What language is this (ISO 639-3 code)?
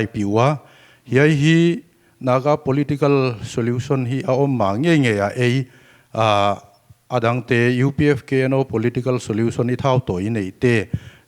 pck